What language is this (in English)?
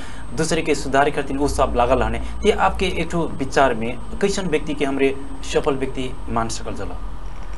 Bhojpuri